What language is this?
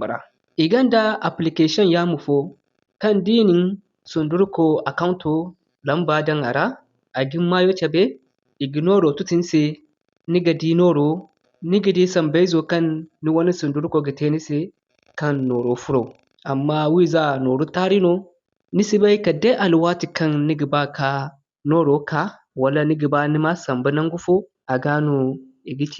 Zarma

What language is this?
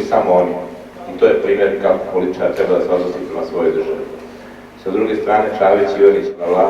Serbian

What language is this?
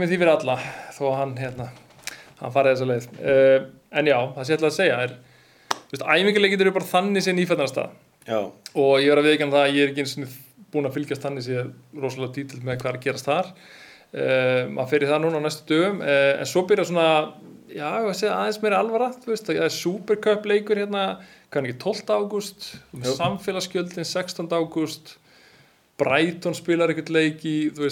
Icelandic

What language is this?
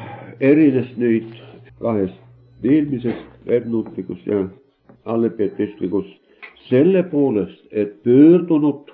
Estonian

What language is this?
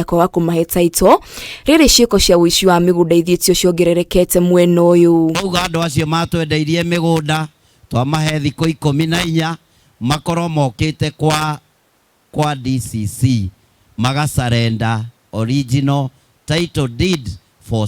Kikuyu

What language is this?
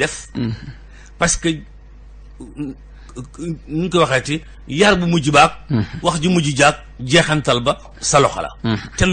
Wolof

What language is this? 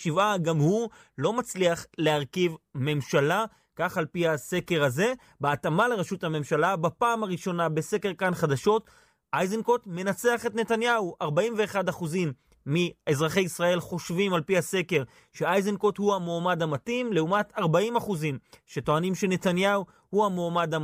Hebrew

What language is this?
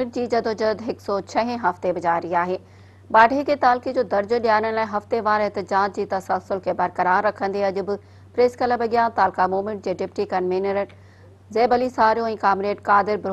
Sindhi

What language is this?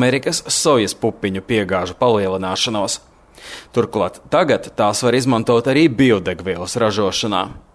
Latvian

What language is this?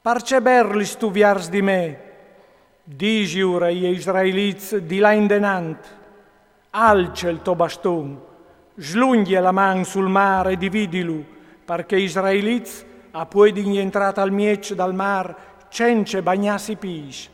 Friulian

